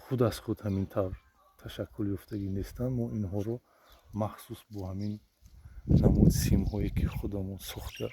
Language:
Tajik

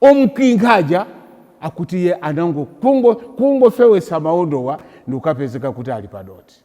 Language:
Nyanja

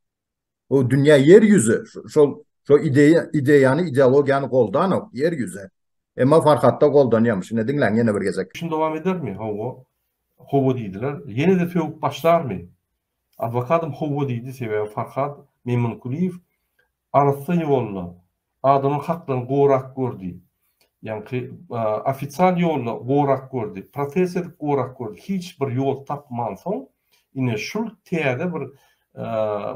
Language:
Turkmen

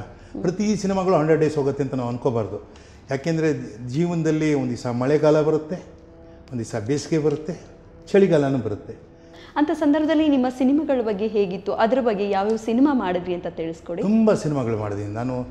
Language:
Kannada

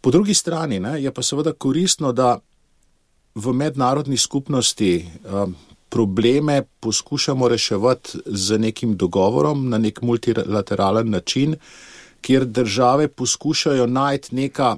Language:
Slovenian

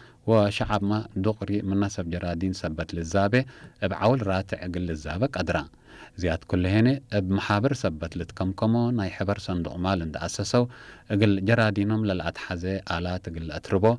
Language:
Tigre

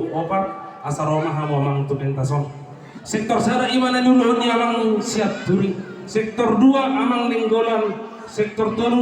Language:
Batak Toba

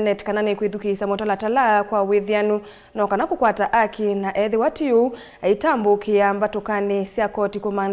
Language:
Kamba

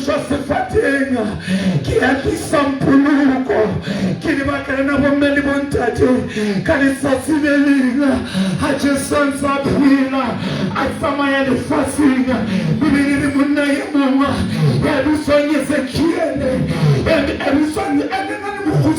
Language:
Southern Sotho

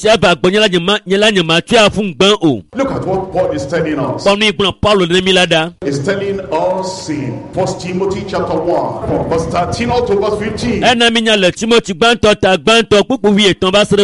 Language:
Ewe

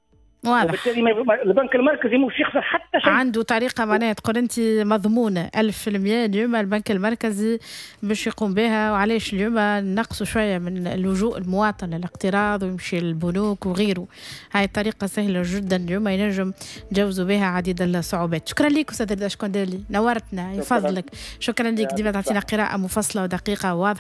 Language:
Tunisian Arabic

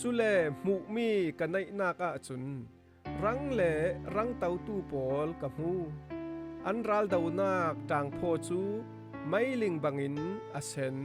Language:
Falam Chin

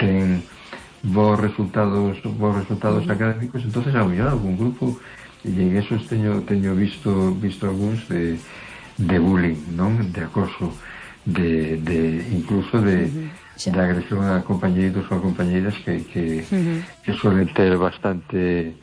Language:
Galician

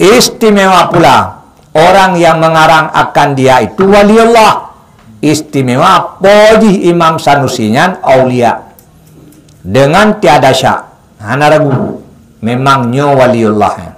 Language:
Achinese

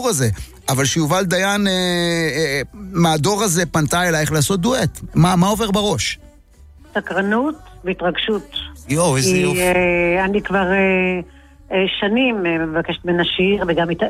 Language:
Hebrew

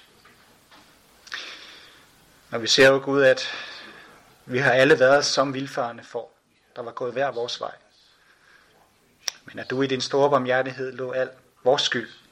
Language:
Danish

